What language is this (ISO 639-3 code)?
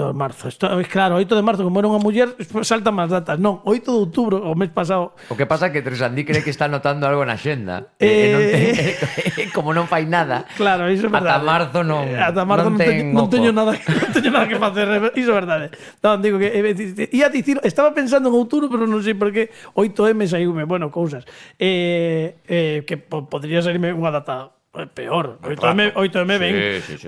glg